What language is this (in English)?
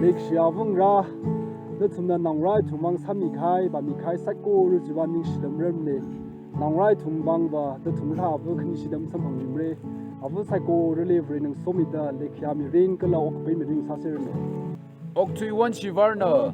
Tangkhul Naga (India)